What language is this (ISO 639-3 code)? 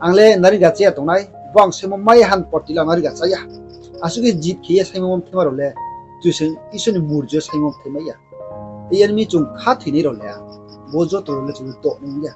ria